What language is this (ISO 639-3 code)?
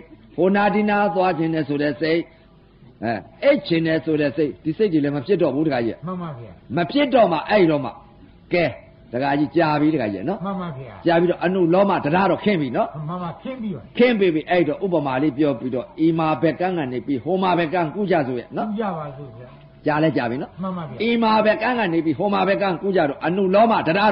mya